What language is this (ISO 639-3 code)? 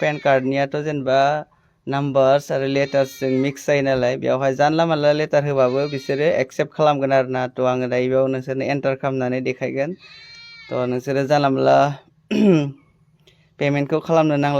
brx